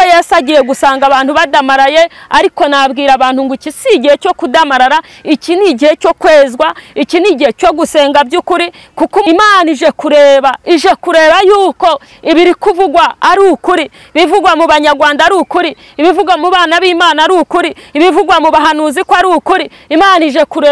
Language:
Kinyarwanda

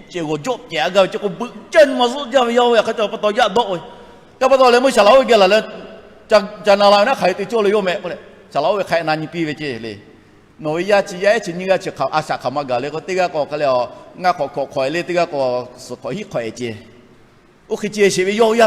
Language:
Lahu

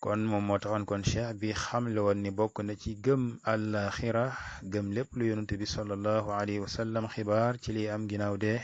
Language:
Wolof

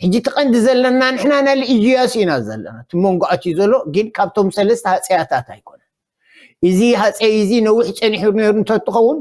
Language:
Tigrinya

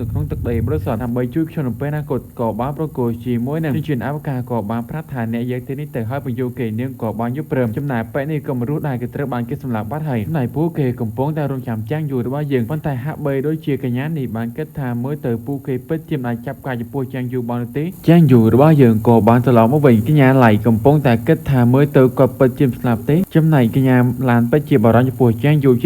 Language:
Khmer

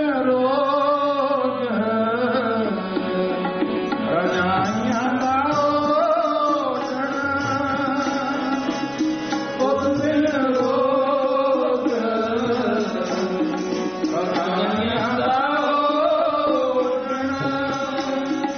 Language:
Punjabi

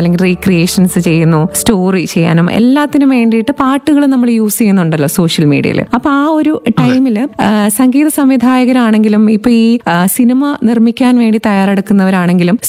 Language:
Malayalam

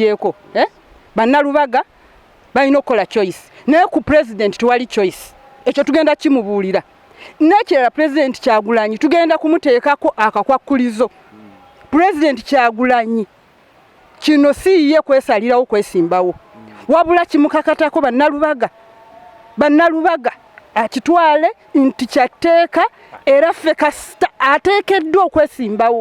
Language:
Ganda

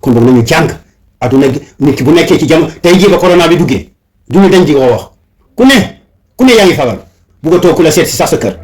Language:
Wolof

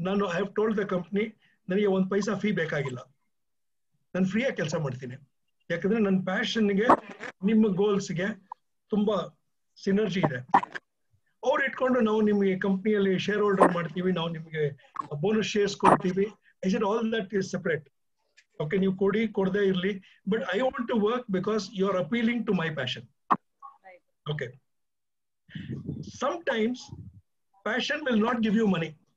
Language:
Kannada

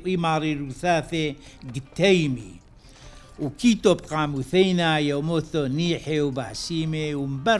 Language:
Turoyo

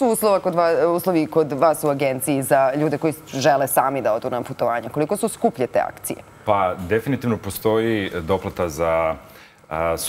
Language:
Serbian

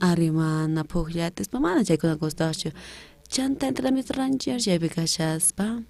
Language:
South Bolivian Quechua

